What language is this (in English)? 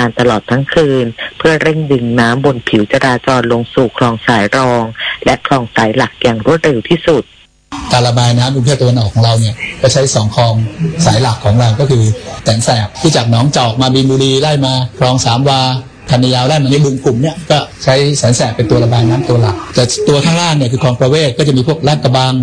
Thai